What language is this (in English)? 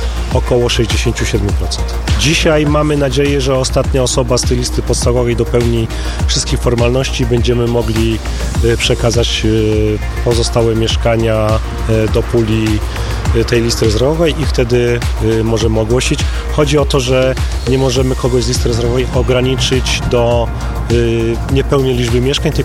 Polish